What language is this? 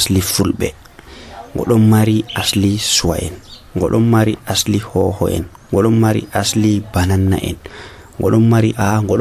Nigerian Fulfulde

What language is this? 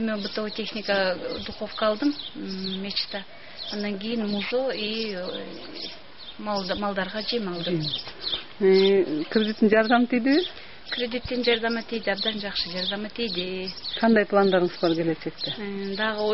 Kyrgyz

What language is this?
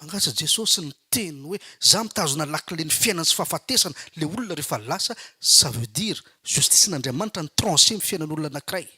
Malagasy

